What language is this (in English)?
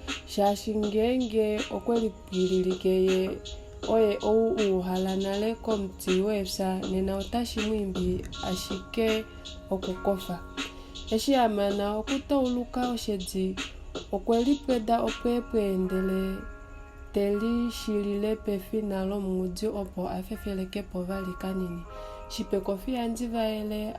Kuanyama